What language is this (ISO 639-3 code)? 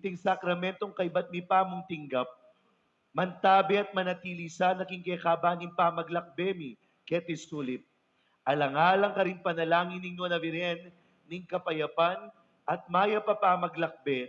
pam